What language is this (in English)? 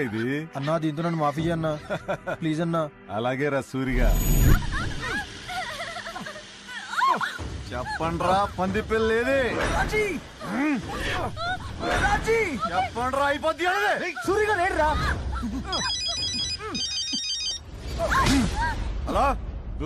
Telugu